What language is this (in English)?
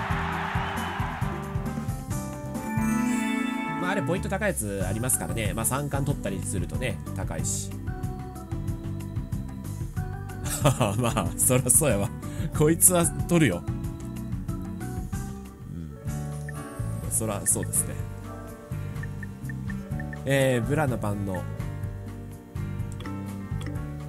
Japanese